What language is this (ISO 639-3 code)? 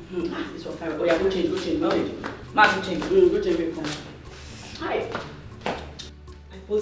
pcm